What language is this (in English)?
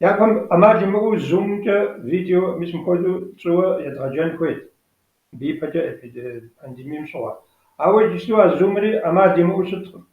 Kabardian